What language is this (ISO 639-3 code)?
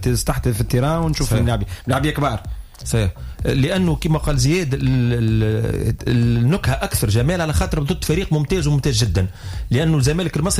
aeb